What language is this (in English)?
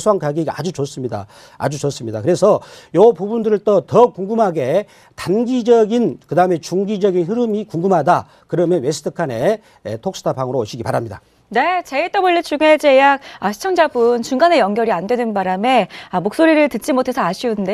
Korean